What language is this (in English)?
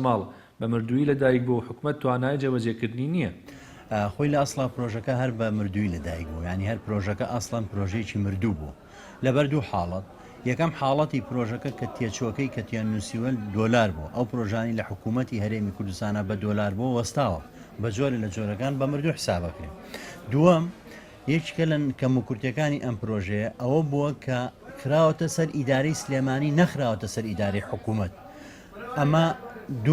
Central Kurdish